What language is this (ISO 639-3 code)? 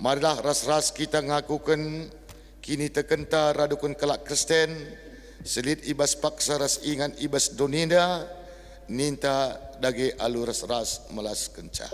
btx